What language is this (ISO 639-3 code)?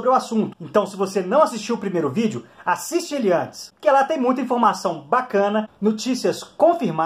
por